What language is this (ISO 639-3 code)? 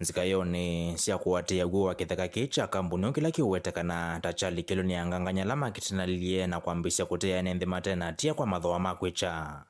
kam